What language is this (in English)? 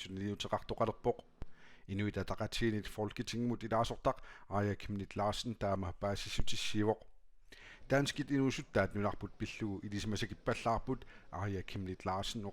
Kalaallisut